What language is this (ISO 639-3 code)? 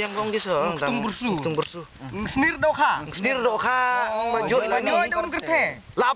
kha